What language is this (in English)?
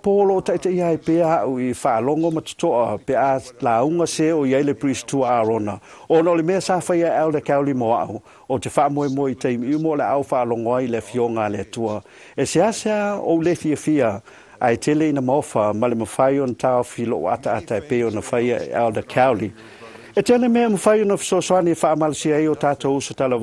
Samoan